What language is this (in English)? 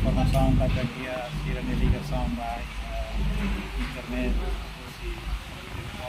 Tetum